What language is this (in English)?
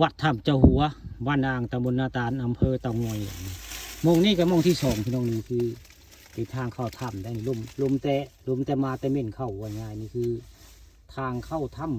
Northeastern Thai